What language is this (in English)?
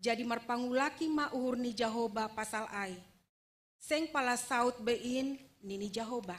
Batak Simalungun